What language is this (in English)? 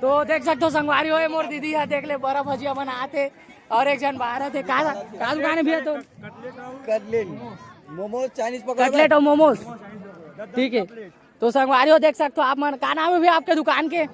Chhattisgarhi